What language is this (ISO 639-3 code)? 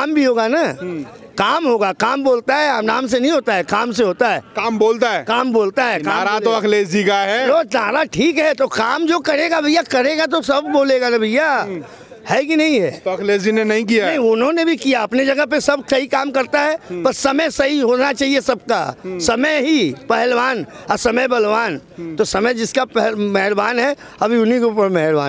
hin